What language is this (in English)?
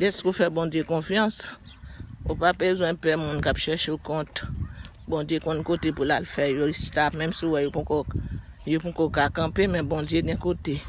Haitian Creole